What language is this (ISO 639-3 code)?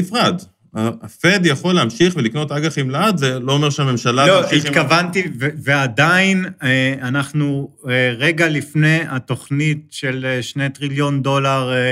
heb